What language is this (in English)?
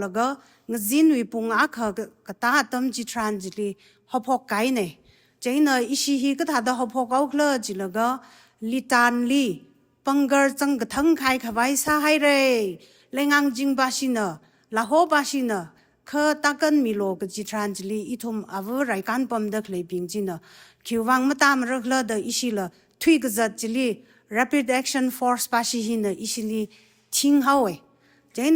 Tangkhul Naga (India)